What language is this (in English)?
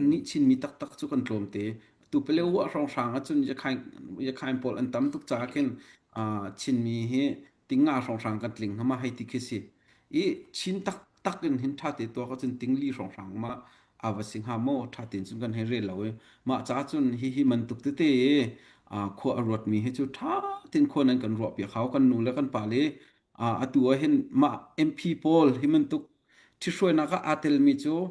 Hakha Chin